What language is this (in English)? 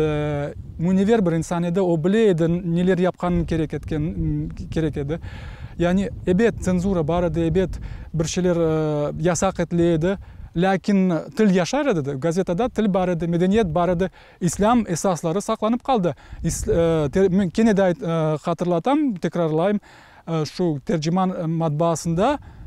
Crimean Tatar